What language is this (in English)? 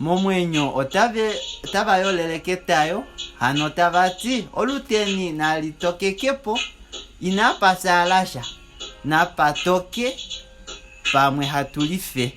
Kuanyama